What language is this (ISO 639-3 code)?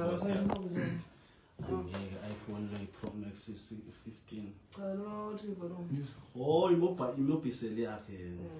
zul